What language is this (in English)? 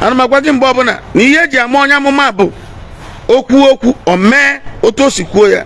Igbo